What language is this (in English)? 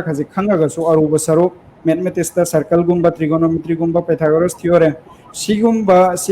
Manipuri